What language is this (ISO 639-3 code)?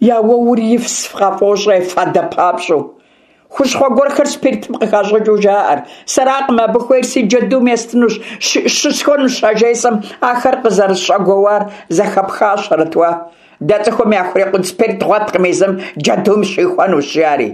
kbd